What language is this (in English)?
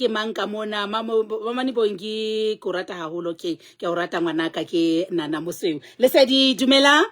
Southern Sotho